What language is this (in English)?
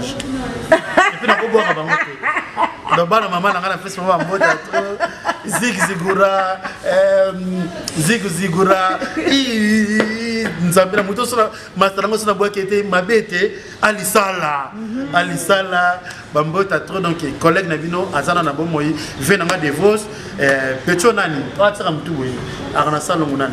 Lingala